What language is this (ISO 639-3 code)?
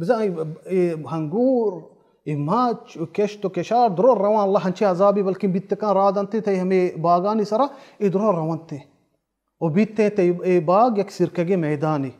bal